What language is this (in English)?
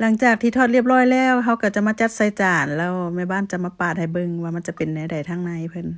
Lao